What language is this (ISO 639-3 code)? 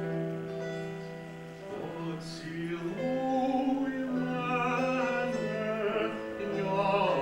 ukr